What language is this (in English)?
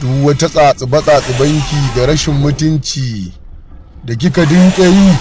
Hausa